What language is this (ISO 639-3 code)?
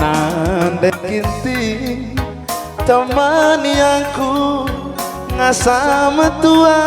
btx